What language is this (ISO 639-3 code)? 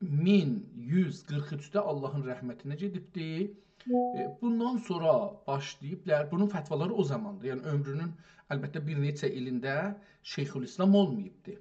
azb